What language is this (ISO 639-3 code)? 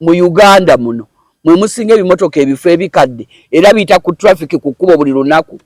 lug